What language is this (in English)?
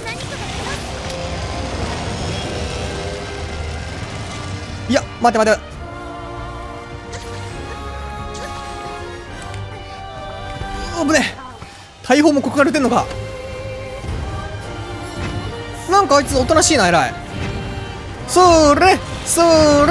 Japanese